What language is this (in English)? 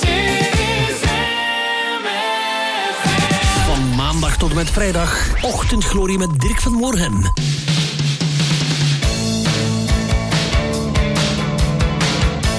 Dutch